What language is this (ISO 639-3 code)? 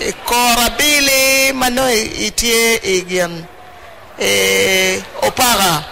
ach